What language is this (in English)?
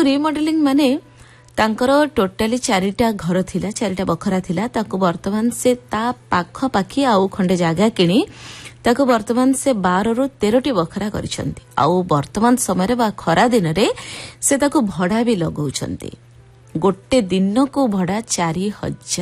Odia